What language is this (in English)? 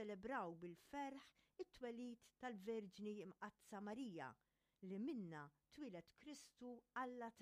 Maltese